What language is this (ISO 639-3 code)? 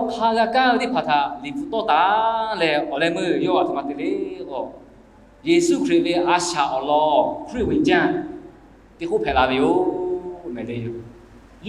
lhu